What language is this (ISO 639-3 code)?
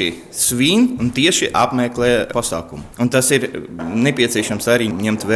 lav